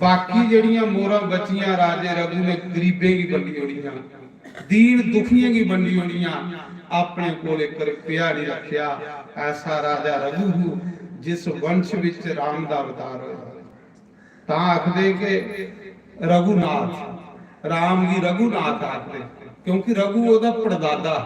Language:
Dogri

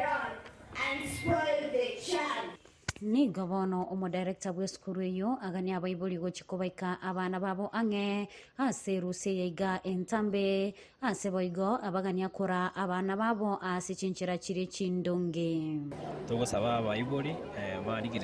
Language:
Gusii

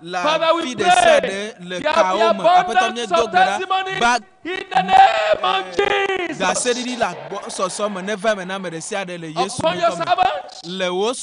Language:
Ewe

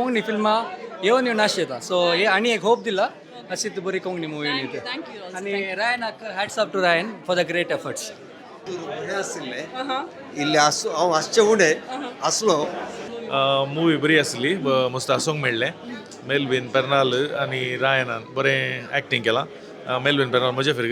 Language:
Konkani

